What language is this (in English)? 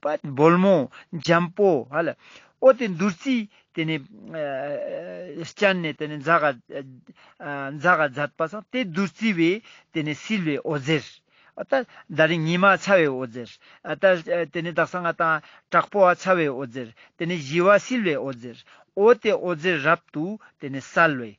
Ladakhi